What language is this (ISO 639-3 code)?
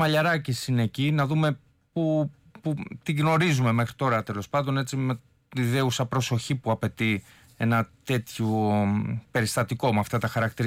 ell